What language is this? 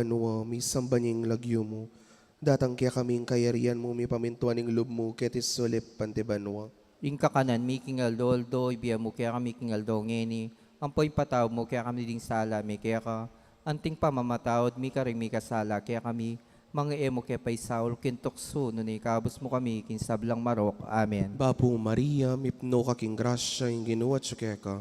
Pampanga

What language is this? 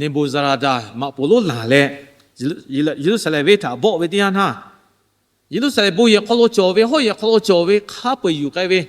Lahu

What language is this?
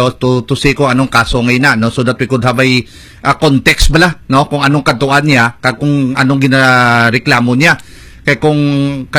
Hiligaynon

